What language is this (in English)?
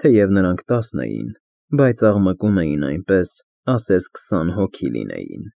Armenian